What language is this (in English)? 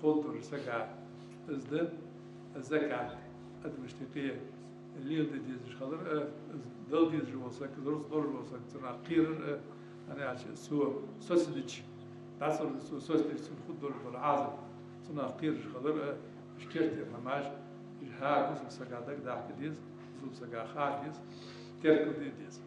Ingush